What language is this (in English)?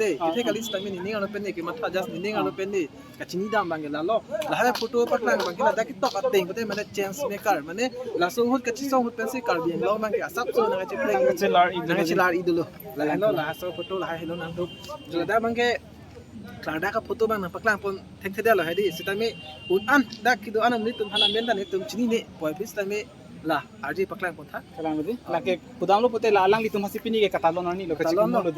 Karbi